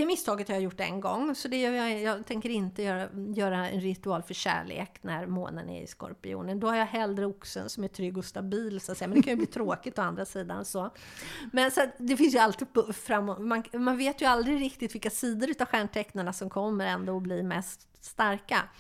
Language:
Swedish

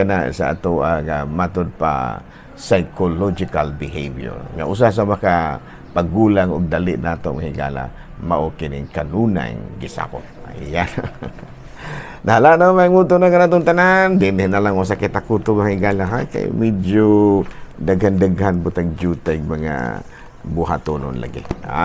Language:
Cebuano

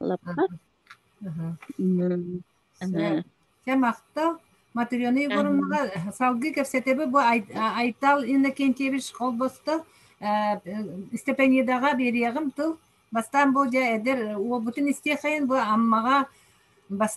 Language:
Yakut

